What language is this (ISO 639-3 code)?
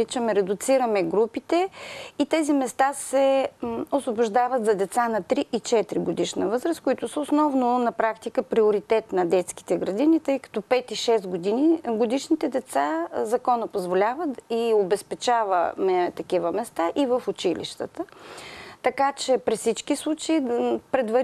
bul